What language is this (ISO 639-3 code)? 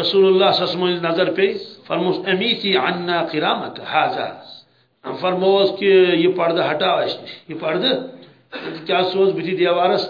kas